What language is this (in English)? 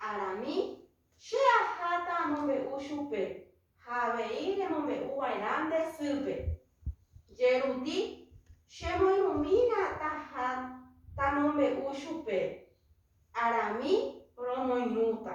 Guarani